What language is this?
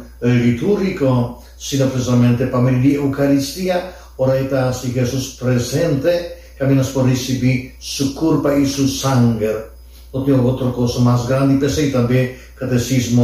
Papiamento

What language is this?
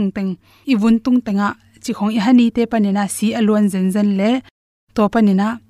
Tedim Chin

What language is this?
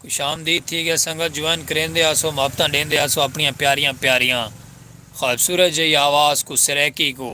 Saraiki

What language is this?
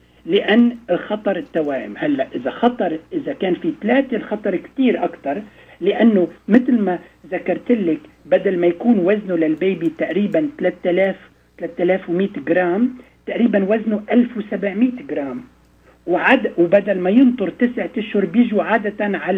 North Levantine Arabic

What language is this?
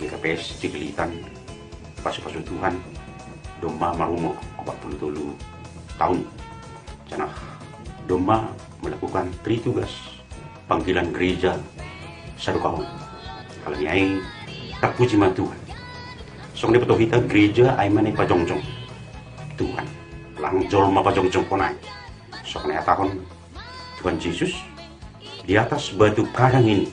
Batak Simalungun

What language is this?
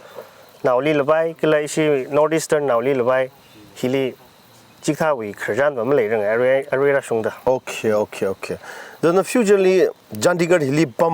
Tangkhul Naga (India)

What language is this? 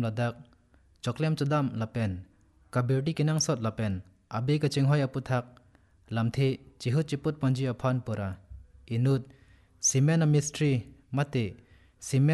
Karbi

